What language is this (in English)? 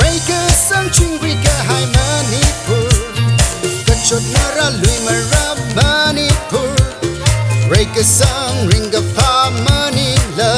Tangkhul Naga (India)